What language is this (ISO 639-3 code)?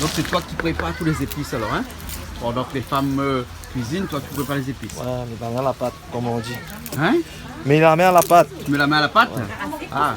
rcf